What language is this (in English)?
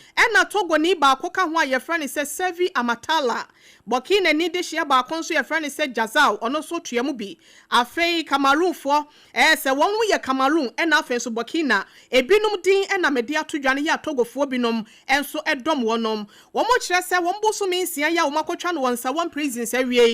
Akan